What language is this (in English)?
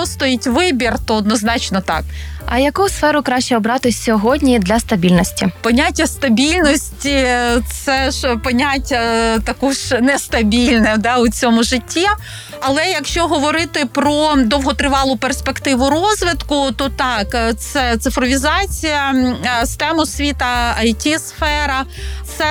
Ukrainian